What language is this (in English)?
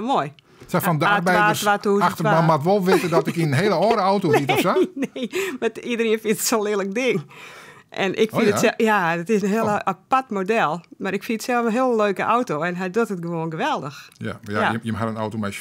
Western Frisian